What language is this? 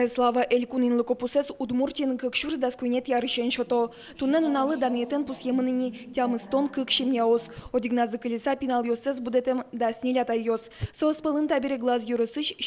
Udmurt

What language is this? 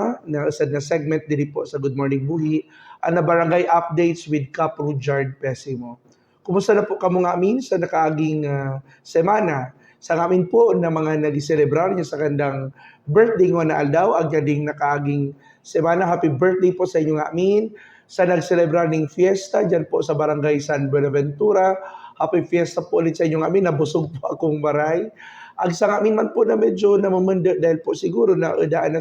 Buhi'non Bikol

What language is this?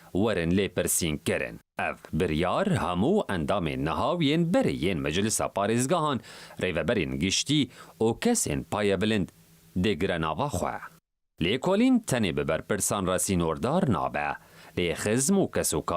Kurdish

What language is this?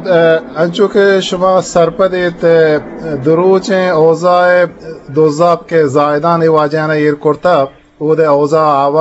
Eastern Balochi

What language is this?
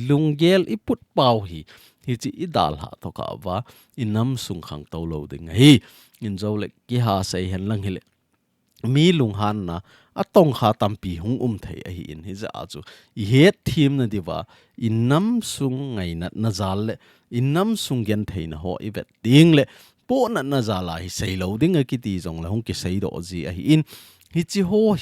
Thado Chin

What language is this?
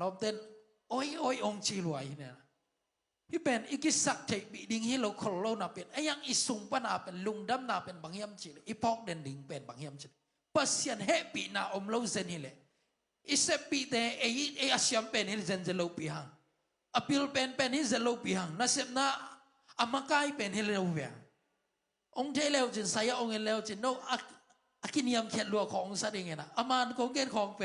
Tedim Chin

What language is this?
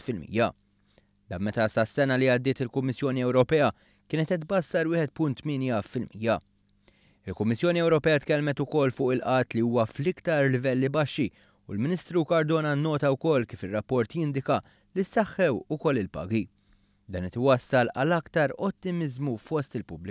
Maltese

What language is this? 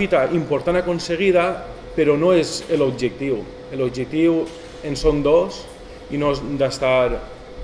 Catalan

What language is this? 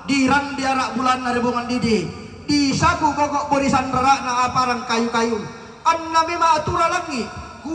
Toraja-Sa'dan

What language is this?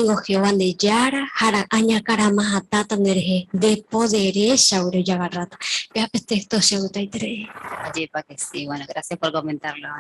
Guarani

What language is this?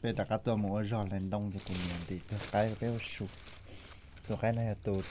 Hmong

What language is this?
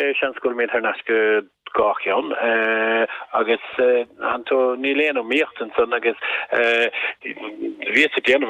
Irish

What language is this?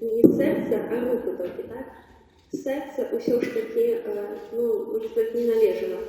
Belarusian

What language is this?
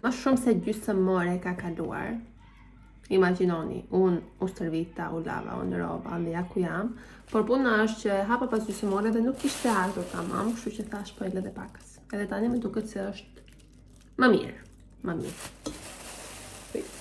Albanian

